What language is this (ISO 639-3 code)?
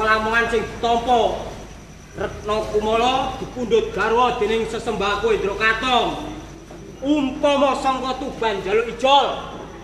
jav